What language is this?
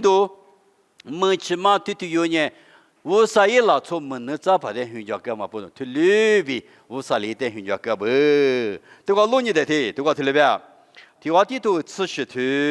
Lisu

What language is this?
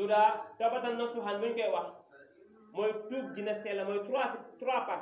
Wolof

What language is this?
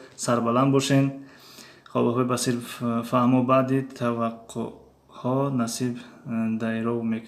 Tajik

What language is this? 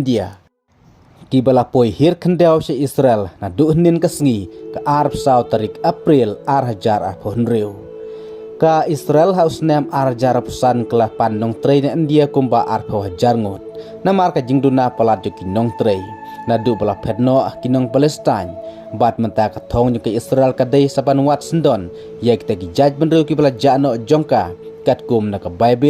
Khasi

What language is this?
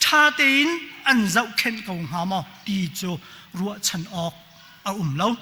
Hakha Chin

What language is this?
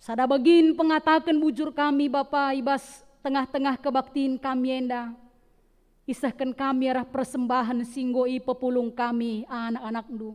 Batak Karo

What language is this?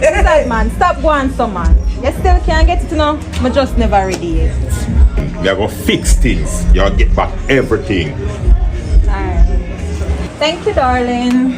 Jamaican Creole English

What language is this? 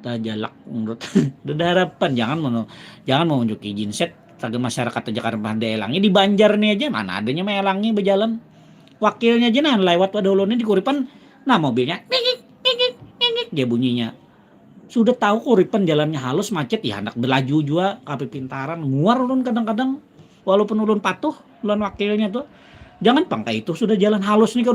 Banjar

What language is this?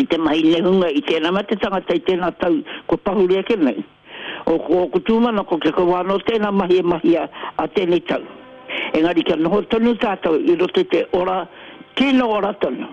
Māori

